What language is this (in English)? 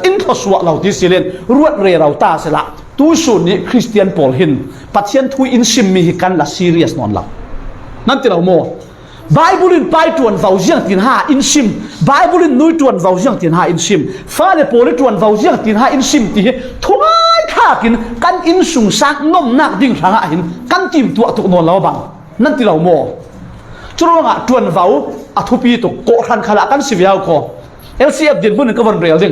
Falam Chin